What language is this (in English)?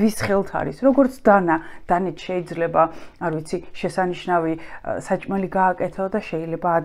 Georgian